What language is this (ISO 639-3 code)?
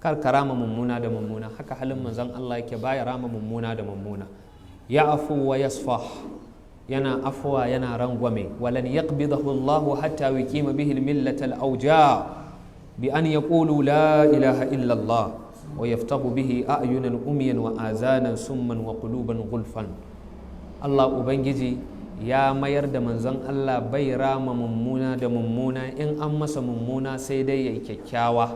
hau